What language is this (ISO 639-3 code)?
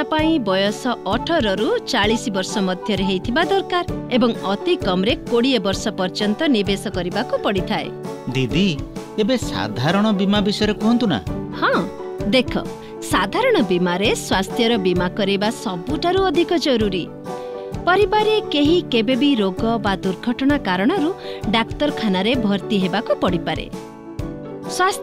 ori